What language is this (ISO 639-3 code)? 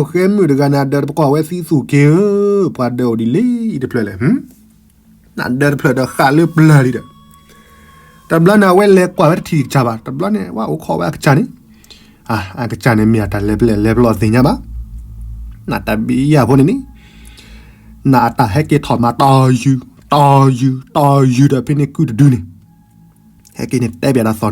ksw